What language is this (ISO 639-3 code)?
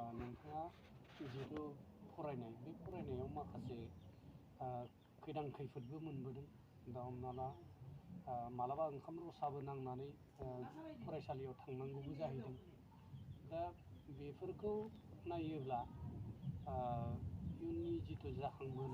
brx